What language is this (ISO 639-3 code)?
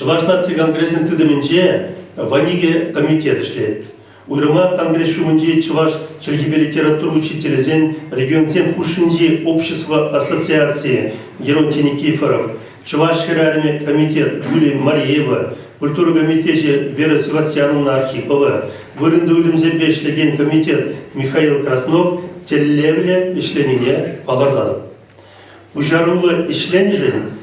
chv